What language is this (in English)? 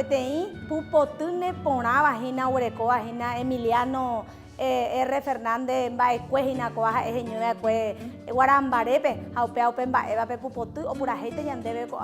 Guarani